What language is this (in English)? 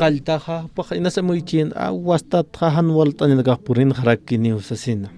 Aymara